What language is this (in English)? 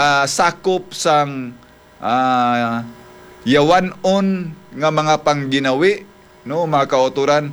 Hiligaynon